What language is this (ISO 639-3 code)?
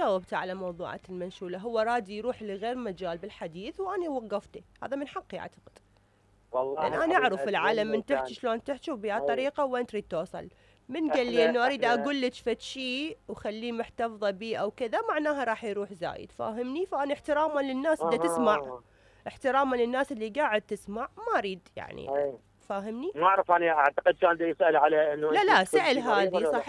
acm